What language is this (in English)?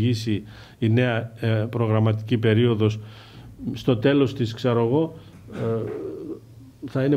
Greek